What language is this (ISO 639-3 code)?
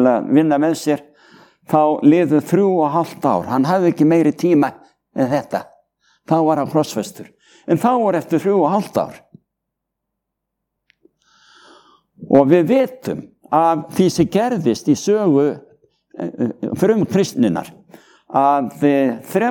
isl